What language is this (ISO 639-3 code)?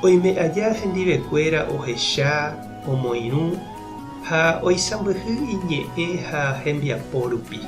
grn